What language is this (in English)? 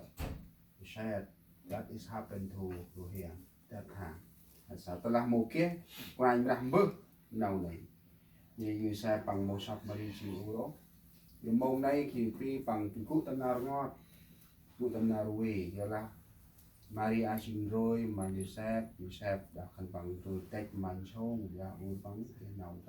Central Mnong